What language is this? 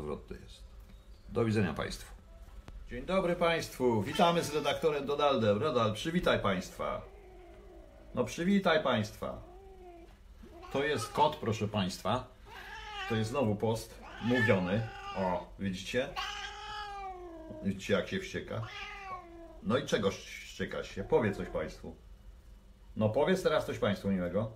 Polish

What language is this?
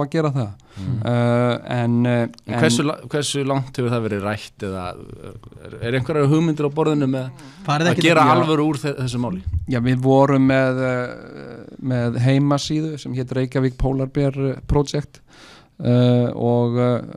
Icelandic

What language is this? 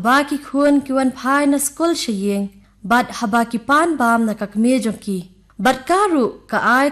Khasi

